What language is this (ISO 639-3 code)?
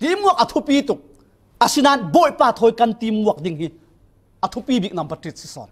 cfm